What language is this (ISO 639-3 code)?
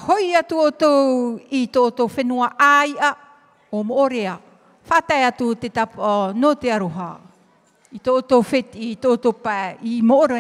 tah